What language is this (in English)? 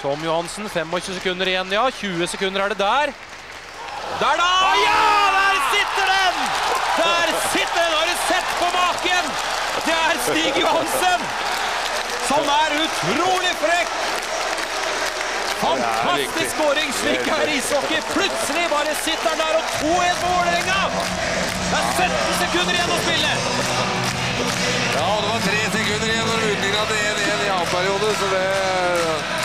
Norwegian